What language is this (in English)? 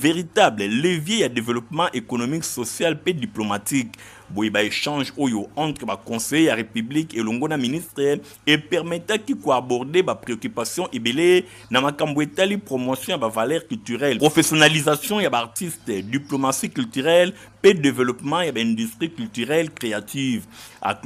Lingala